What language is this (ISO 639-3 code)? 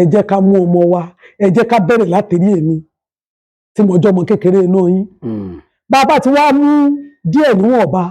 yor